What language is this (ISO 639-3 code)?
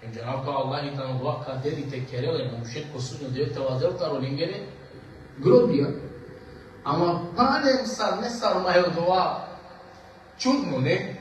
rmn